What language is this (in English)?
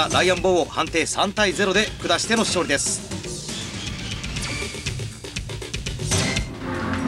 Japanese